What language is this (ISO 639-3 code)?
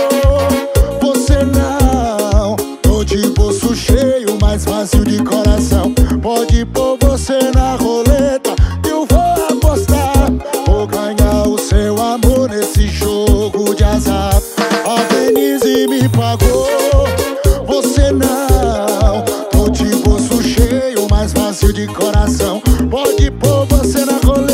por